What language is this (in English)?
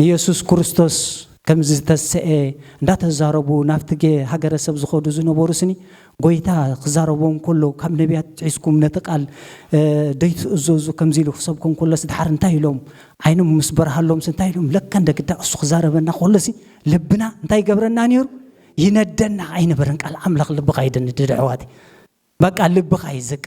Tigrinya